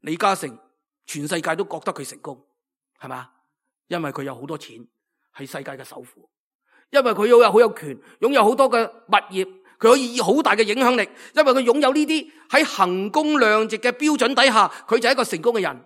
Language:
Cantonese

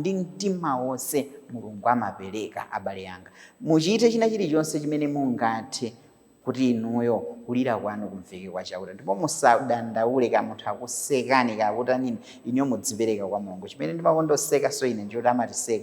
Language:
Nyanja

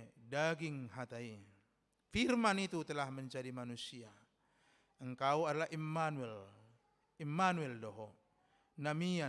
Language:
Batak Toba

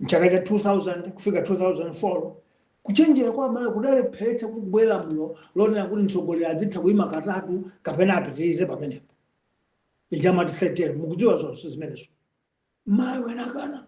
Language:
Nyanja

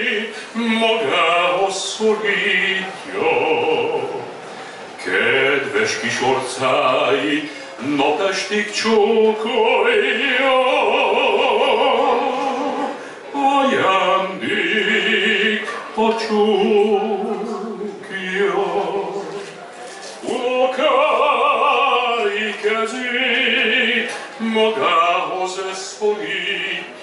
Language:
Hungarian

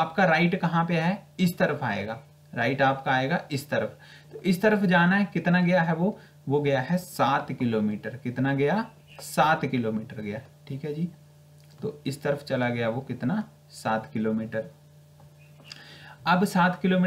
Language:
Hindi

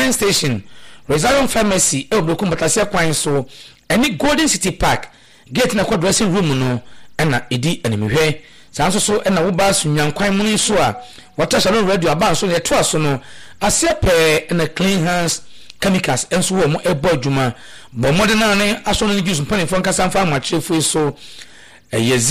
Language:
Akan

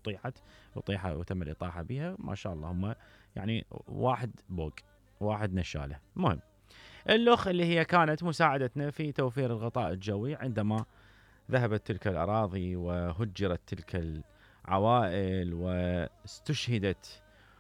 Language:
Mesopotamian Arabic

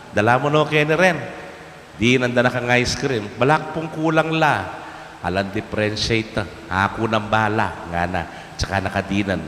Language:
Pampanga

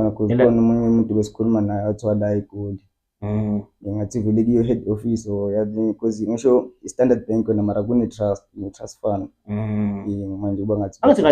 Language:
Zulu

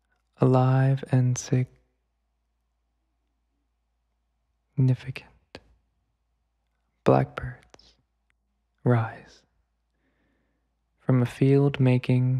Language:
English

